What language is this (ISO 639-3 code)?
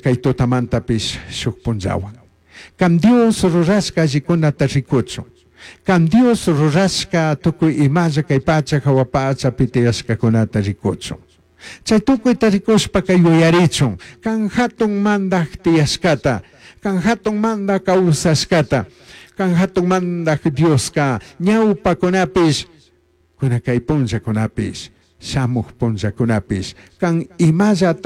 qug